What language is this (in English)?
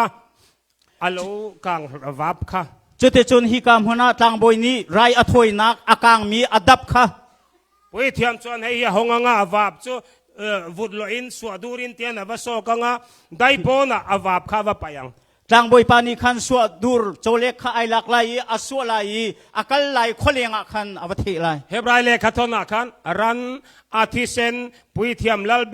Hakha Chin